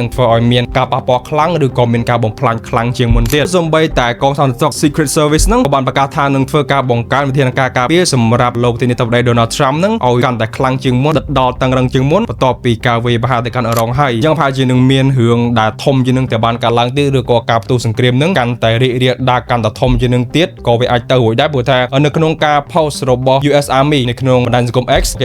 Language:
Khmer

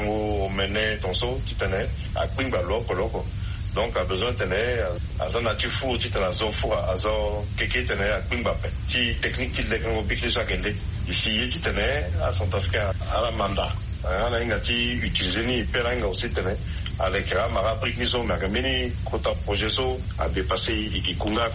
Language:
Sango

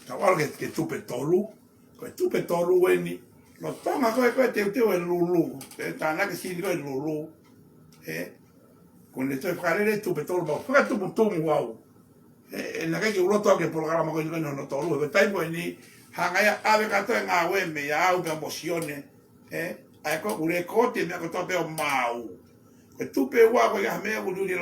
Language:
Tongan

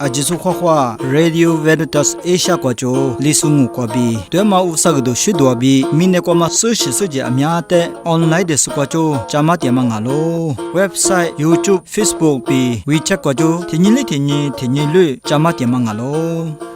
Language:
Lisu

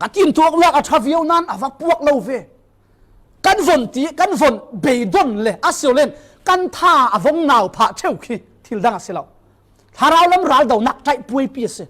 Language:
Falam Chin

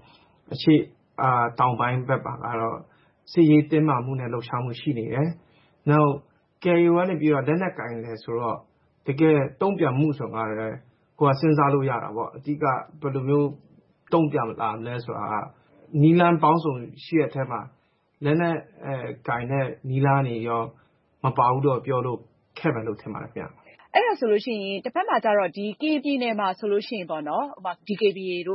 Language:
Burmese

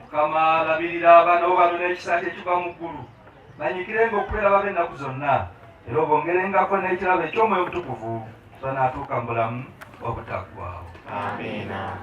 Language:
Ganda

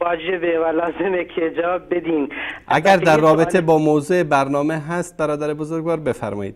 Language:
Persian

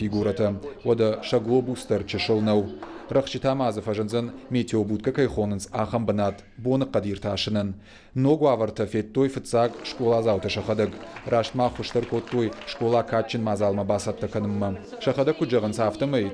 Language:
Ossetic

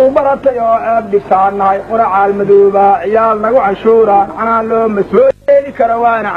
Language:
Somali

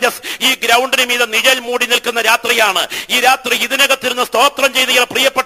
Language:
Malayalam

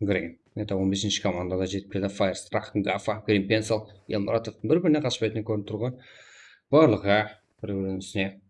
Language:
Kara-Kalpak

